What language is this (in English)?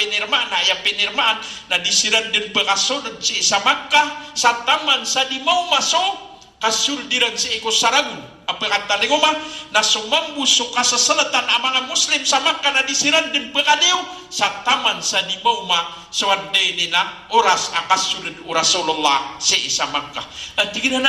Maranao